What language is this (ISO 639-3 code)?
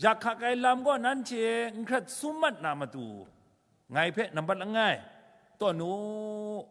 kac